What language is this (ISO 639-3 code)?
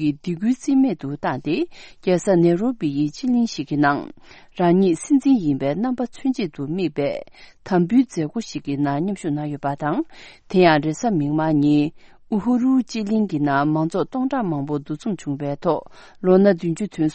bod